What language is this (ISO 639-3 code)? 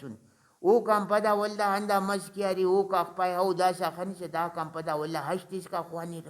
brh